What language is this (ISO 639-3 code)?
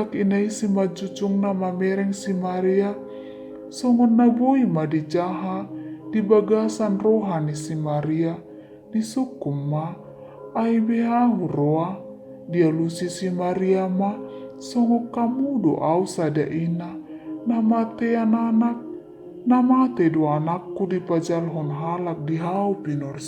bbc